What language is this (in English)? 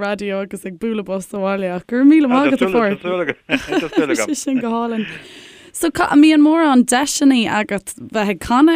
Irish